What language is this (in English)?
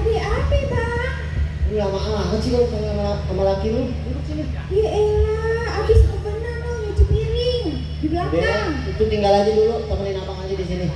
Betawi